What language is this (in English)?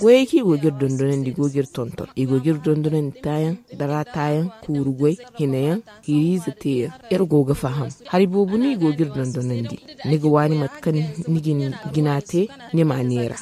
Zarma